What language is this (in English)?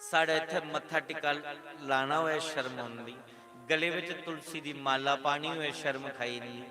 Dogri